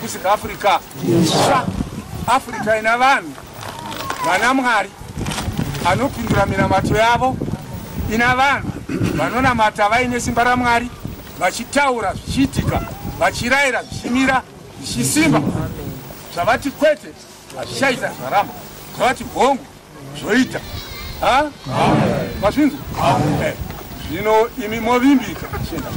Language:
Shona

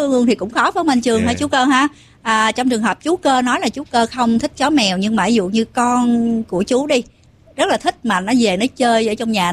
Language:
Vietnamese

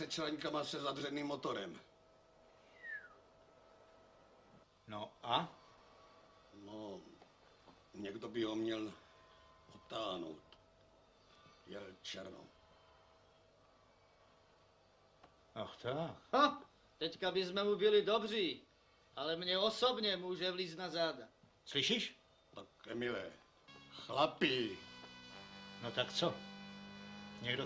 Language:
Czech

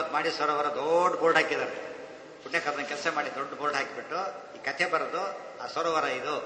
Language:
Kannada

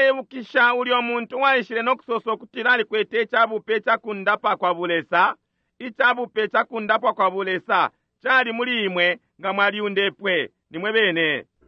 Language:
Bemba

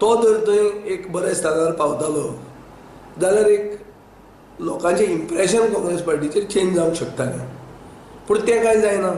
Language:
Konkani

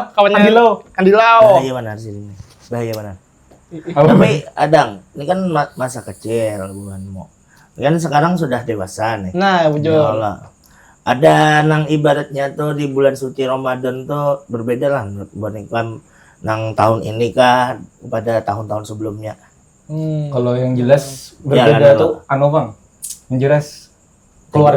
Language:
Banjar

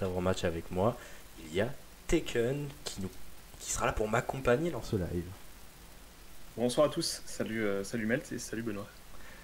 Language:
French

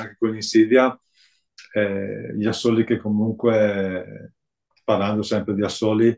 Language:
Italian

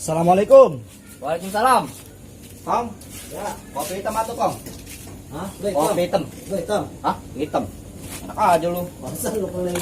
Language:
Betawi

